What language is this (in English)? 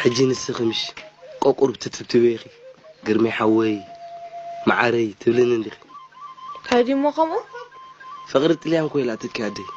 Tigrinya